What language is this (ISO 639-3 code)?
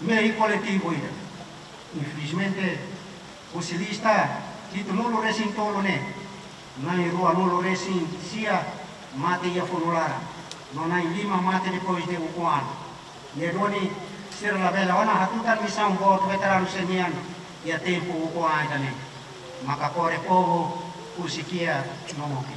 tet